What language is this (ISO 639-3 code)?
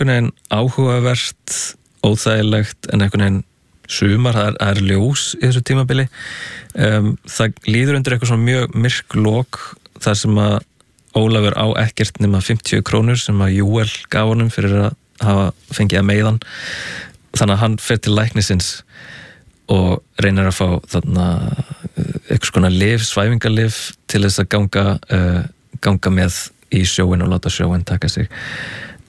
isl